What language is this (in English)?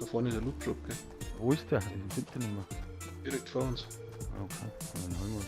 Bavarian